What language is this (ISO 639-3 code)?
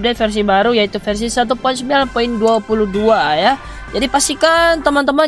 ind